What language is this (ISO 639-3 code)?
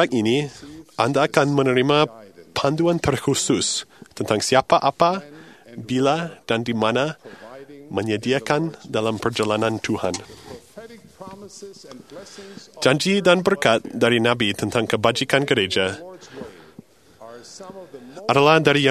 msa